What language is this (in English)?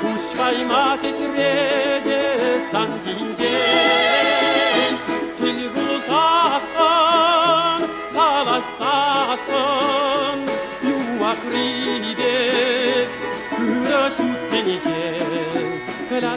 Chuvash